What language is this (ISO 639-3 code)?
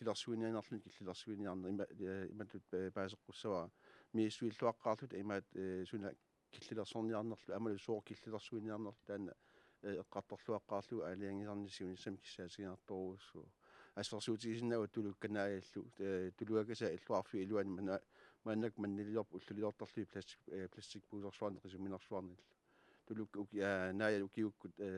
kal